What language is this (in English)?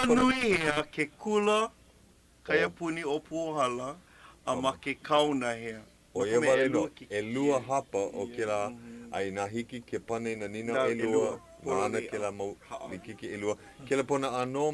Hawaiian